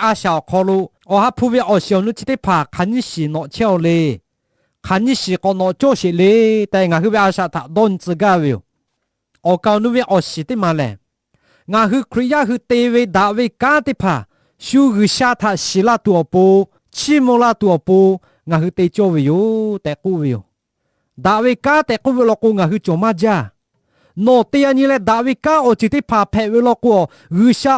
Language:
Lahu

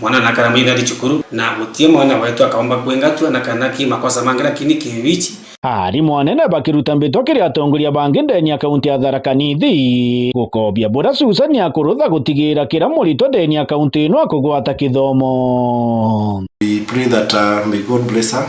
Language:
Meru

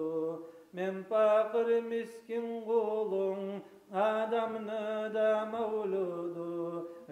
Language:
Kumyk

